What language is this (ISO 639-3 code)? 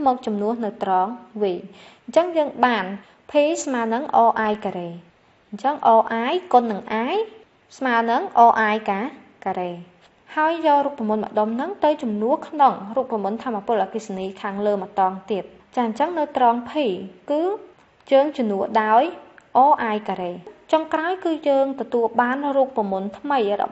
khm